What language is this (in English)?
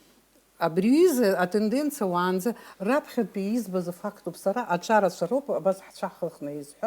Abkhazian